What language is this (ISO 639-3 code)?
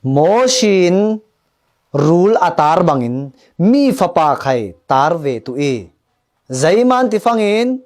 cfm